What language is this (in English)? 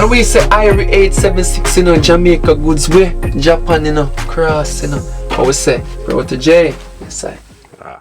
Jamaican Creole English